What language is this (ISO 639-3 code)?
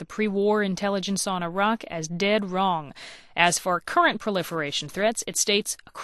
eng